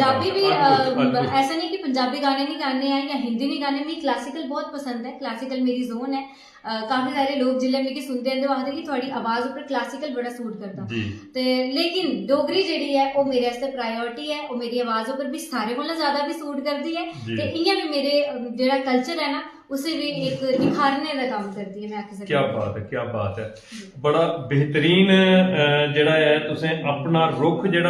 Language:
Dogri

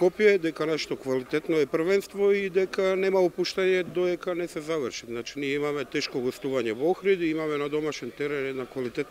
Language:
Macedonian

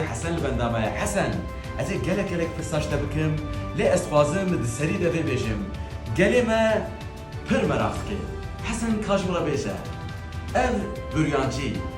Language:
Kurdish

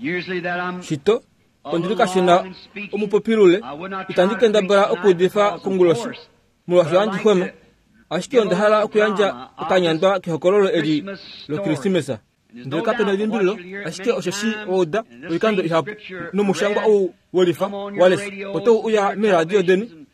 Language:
Kuanyama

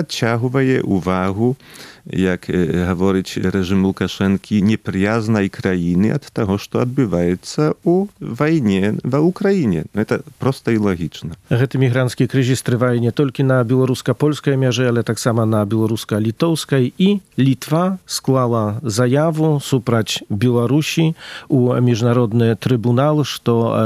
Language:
Belarusian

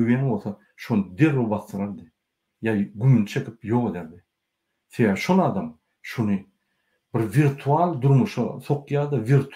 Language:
Turkmen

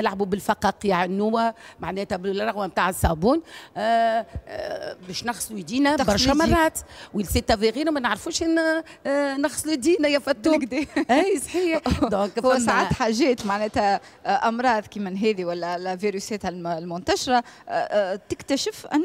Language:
Tunisian Arabic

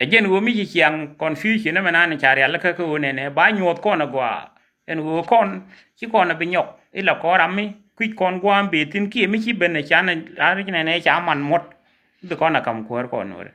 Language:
Nuer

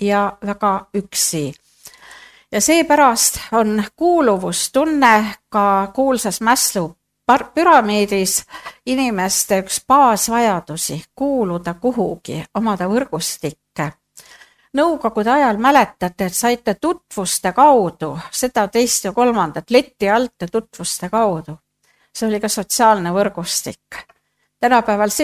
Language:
Estonian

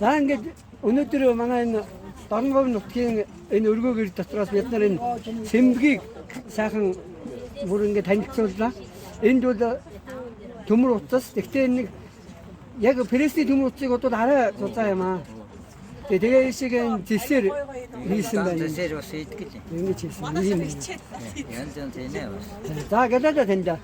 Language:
Mongolian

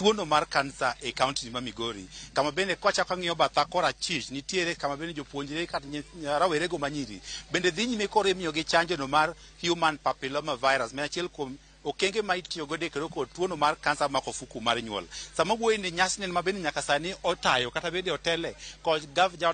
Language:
Luo (Kenya and Tanzania)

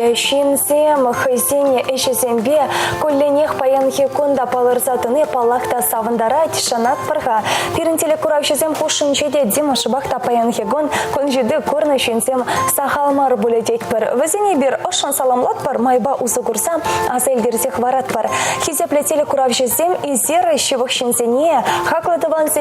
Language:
Chuvash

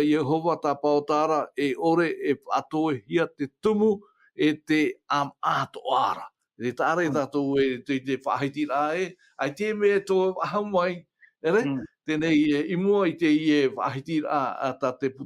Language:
Tahitian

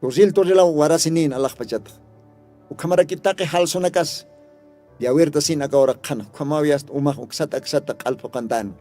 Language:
Aymara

